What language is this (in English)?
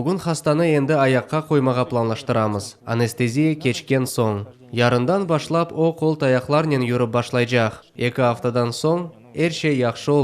Crimean Tatar